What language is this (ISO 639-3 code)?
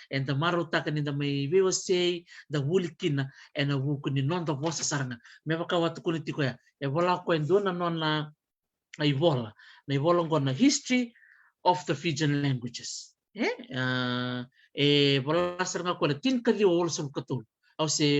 fij